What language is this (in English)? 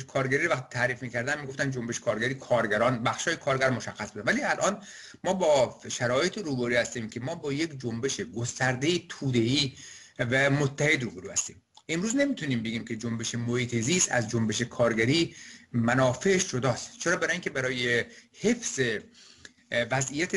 Persian